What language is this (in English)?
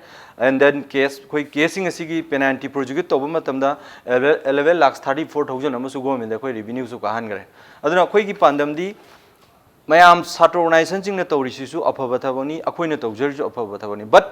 Manipuri